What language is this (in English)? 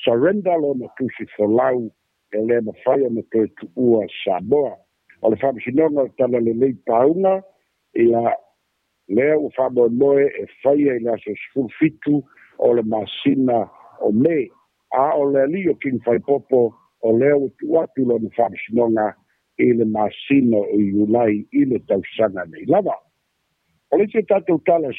Samoan